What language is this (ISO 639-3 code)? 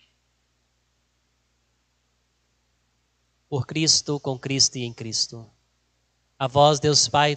por